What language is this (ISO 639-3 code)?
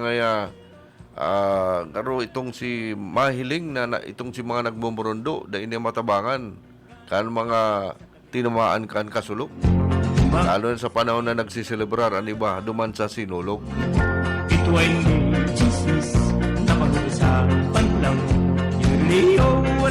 bik